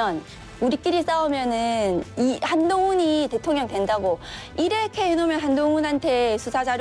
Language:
Korean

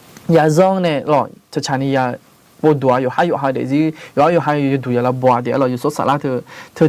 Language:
Akha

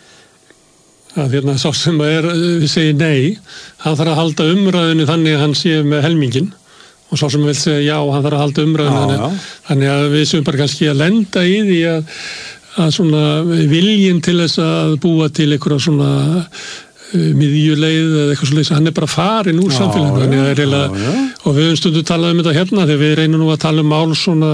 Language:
Icelandic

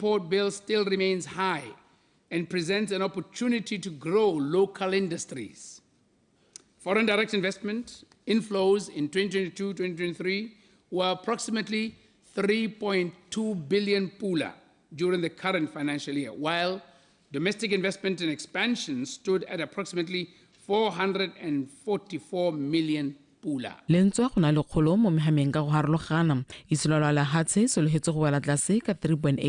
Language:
Tswana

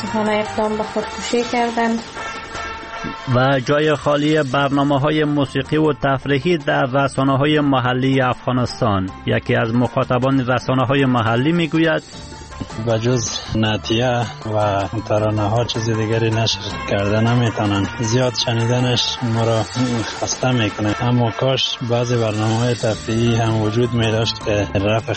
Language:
Persian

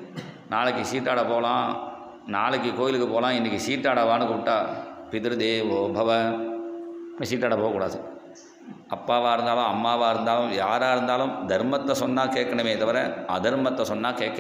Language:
Tamil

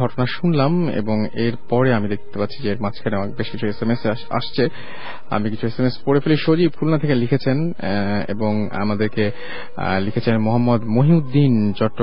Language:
Bangla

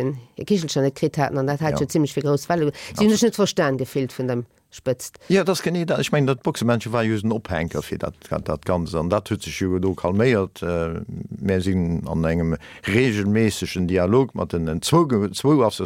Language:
Luxembourgish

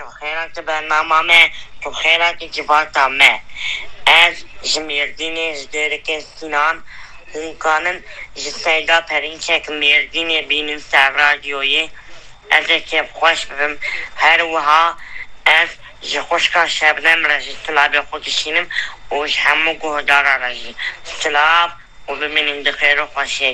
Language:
Kurdish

